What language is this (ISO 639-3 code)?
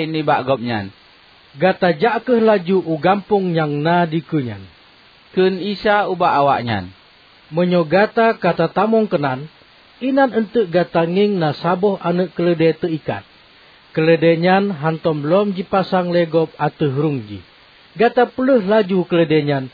ace